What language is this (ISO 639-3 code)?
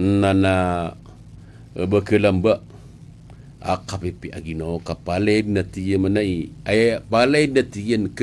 mrw